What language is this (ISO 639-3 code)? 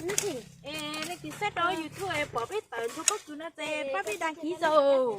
hmn